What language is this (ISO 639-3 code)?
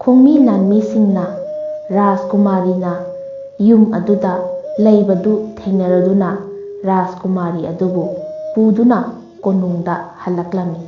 mni